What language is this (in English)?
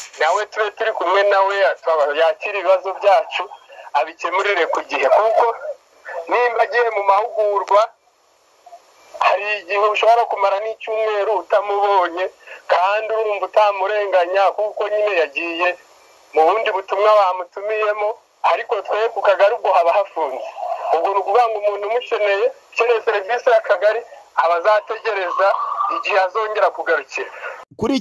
Kinyarwanda